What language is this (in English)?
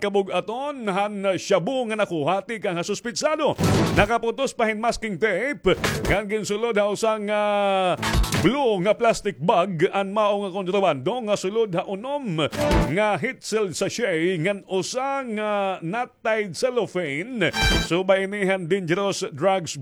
Waray